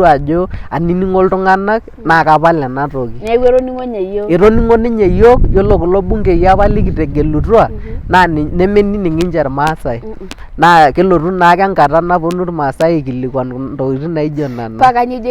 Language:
Masai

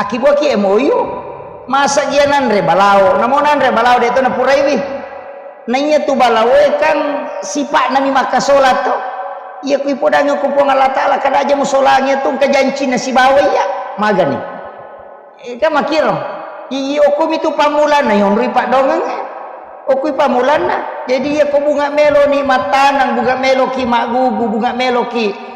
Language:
Buginese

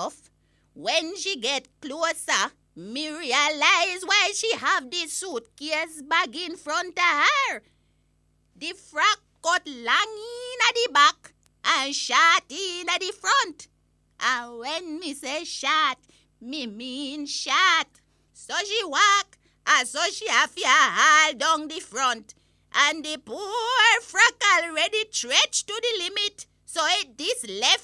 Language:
Jamaican Creole English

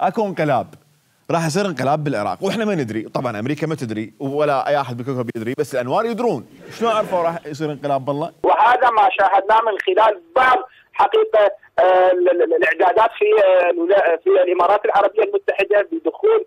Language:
Mesopotamian Arabic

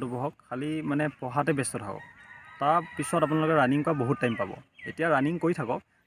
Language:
Assamese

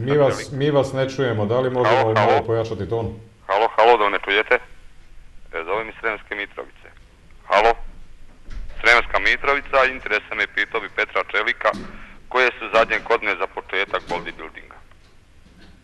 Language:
Serbian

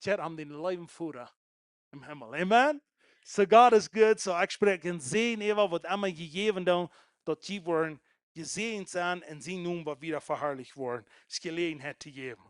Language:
Plautdietsch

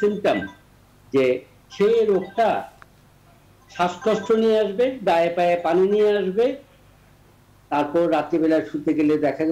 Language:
Bangla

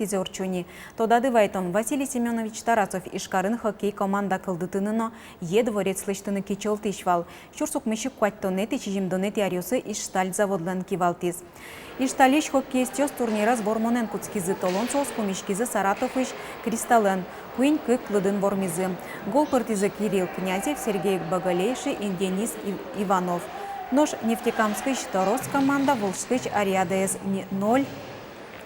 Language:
Udmurt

